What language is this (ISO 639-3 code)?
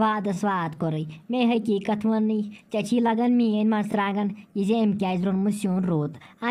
kas